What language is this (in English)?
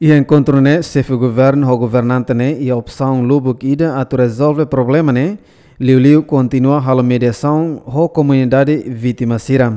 Tetum